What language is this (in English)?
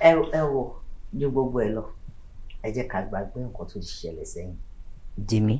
Yoruba